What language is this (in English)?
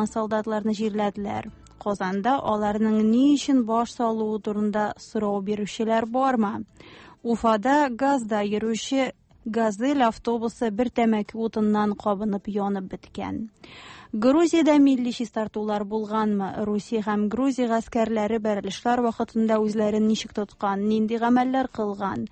Tatar